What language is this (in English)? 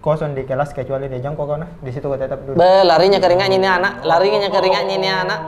Makassar Malay